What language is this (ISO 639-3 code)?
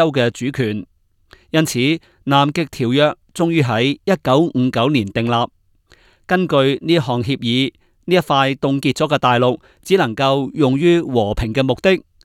yue